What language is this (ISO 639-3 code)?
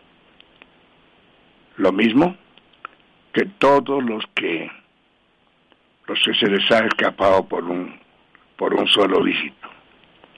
spa